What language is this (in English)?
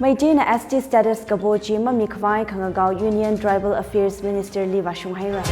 Tangkhul Naga (India)